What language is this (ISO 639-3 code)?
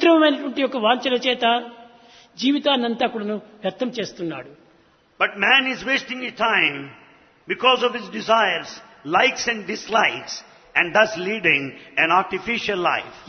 tel